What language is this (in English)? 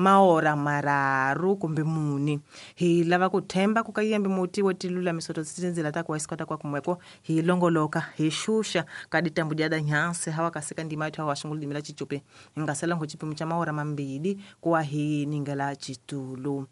Tsonga